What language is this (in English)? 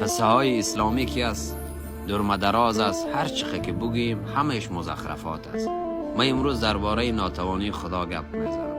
Persian